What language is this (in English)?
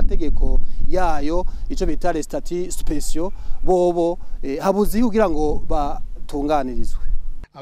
Rundi